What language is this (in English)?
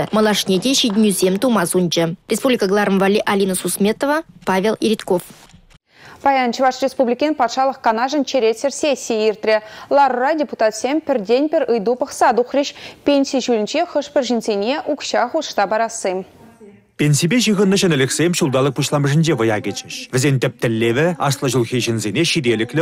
Chuvash